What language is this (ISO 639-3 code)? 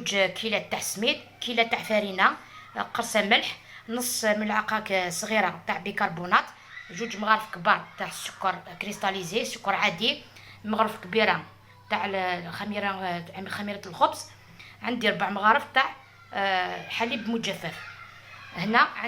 arq